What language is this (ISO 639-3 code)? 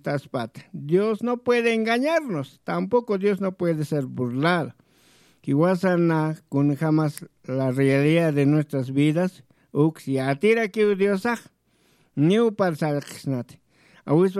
aym